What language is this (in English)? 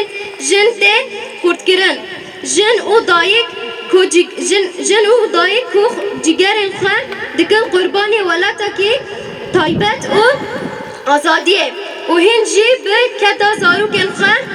Kurdish